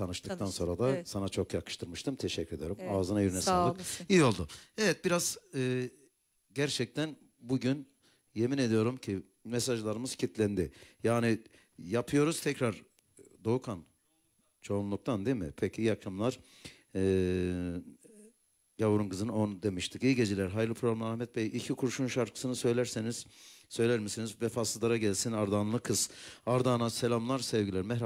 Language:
Turkish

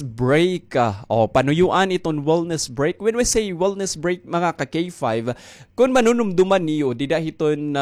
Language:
Waray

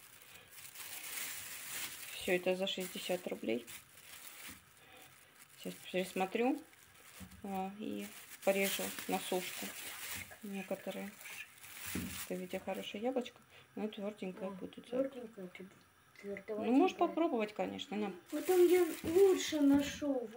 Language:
Russian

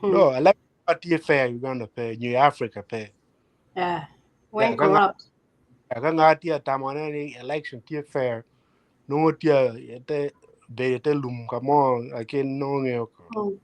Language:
Acoli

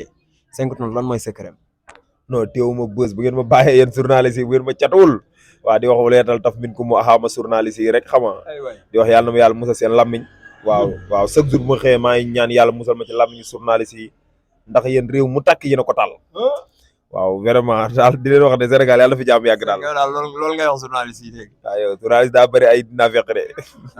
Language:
Wolof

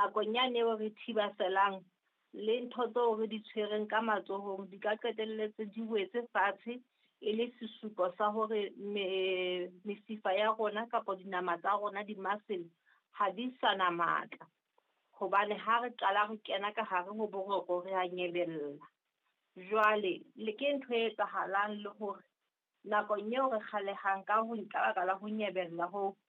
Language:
Southern Sotho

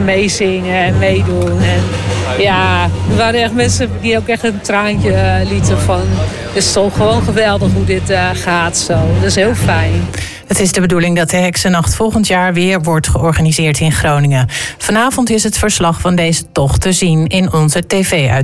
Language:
Dutch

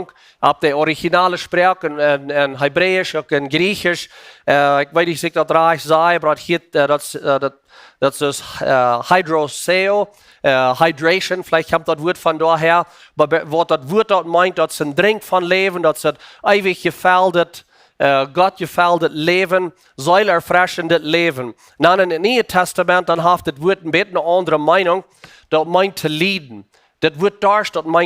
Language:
Plautdietsch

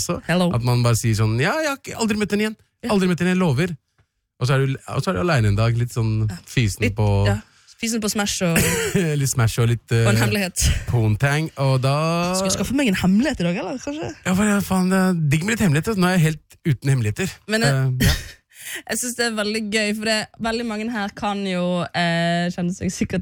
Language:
Norwegian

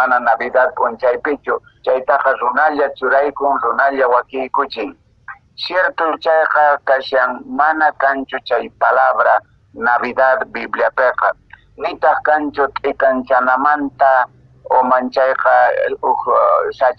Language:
Quechua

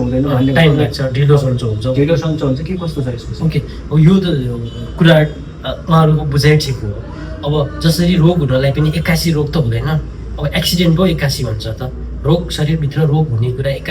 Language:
Nepali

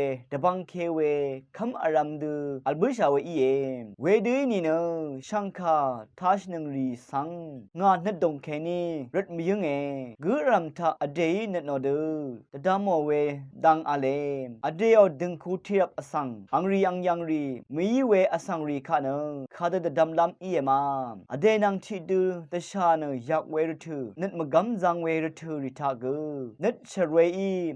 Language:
Rawang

